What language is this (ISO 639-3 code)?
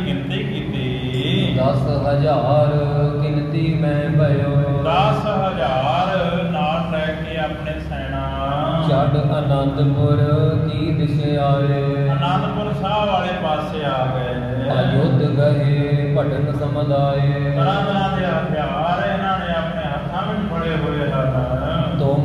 pan